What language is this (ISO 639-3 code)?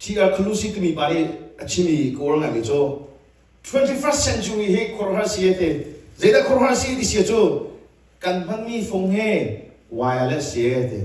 cnh